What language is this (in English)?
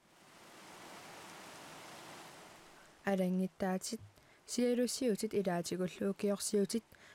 Kalaallisut